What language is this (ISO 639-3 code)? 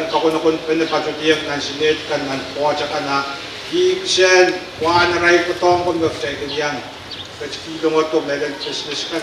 pon